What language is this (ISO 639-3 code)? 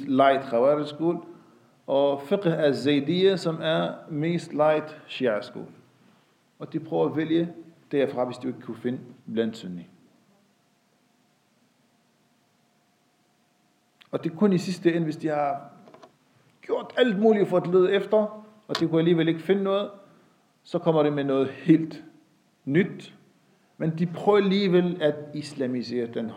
dan